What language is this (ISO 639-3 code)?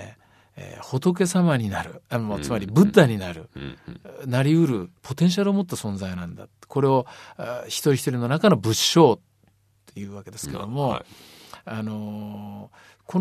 jpn